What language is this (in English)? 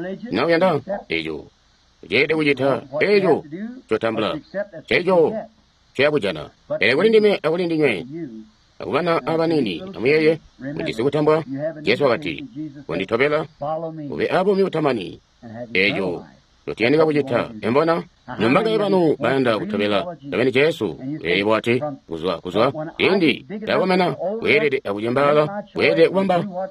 Tonga (Zambia)